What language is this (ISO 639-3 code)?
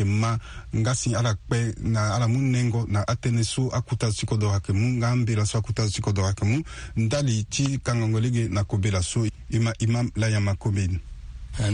sag